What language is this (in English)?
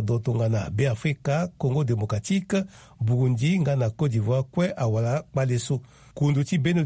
Sango